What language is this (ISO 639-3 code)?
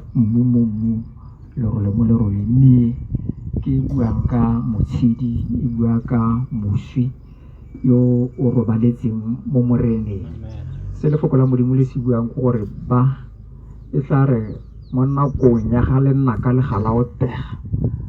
tsn